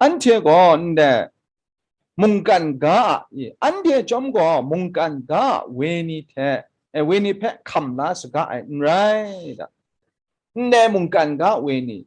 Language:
Kachin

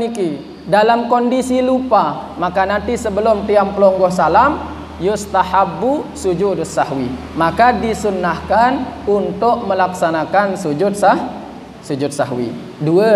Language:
Sasak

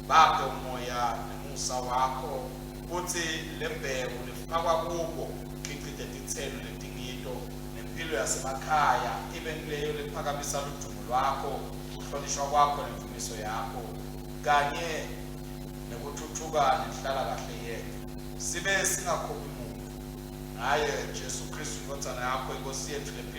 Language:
Swati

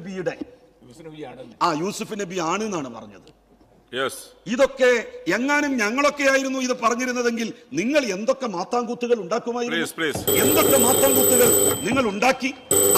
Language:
Malayalam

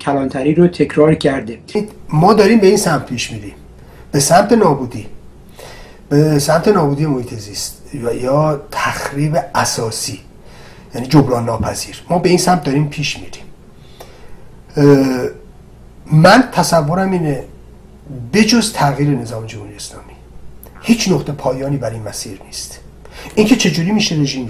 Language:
Persian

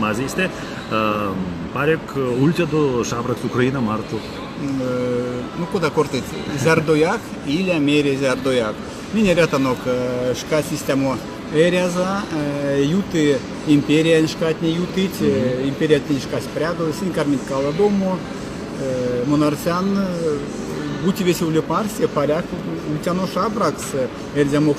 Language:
Erzya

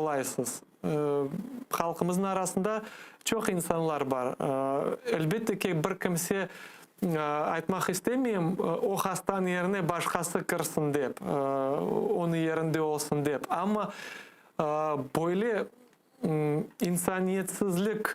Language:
Crimean Tatar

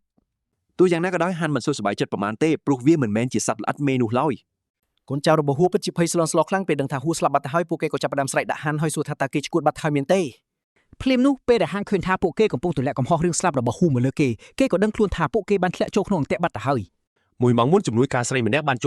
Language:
Khmer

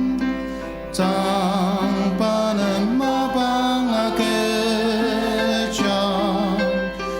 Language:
Ao Naga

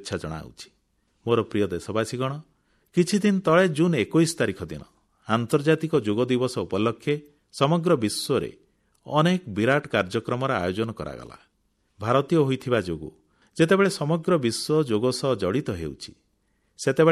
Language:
Odia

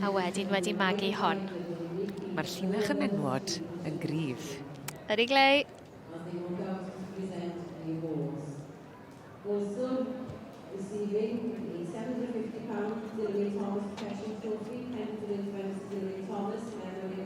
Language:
Welsh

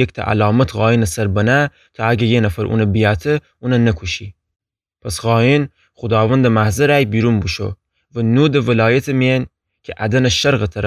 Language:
Gilaki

